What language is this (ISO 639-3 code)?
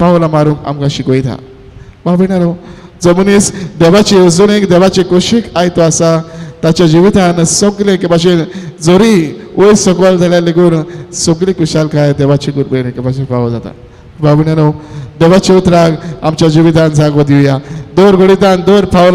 kok